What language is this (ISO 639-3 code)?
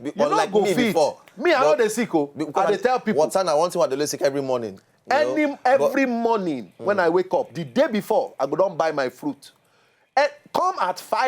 pcm